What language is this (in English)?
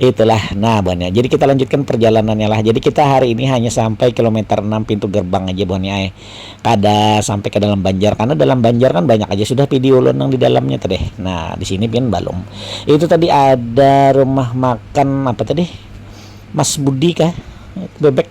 Banjar